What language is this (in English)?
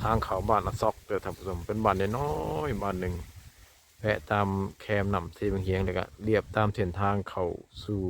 Lao